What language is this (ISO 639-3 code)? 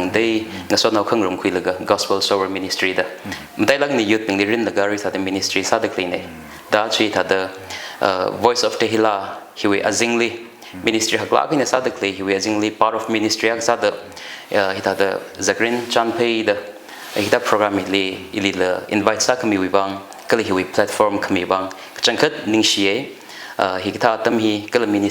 nmf